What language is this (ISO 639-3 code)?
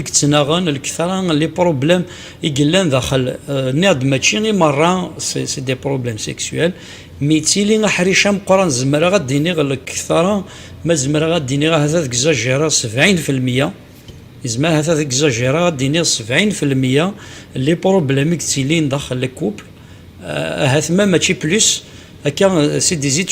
kab